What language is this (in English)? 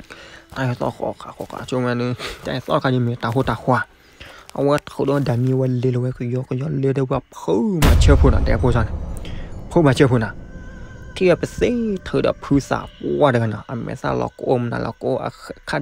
S'gaw Karen